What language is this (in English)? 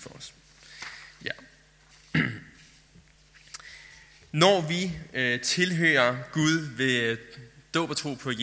Danish